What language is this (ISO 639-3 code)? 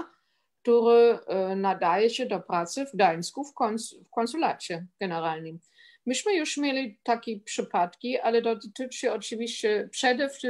pol